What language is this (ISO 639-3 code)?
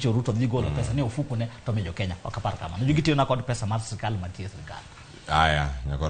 luo